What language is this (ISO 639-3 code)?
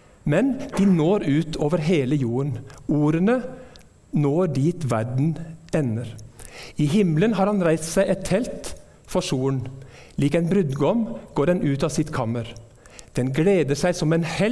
nor